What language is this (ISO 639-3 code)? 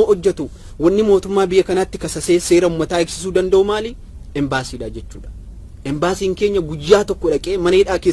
orm